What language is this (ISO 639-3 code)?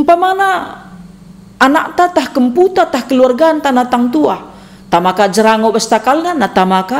btx